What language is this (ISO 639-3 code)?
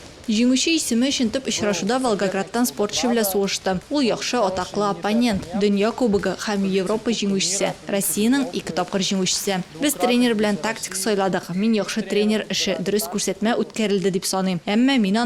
tat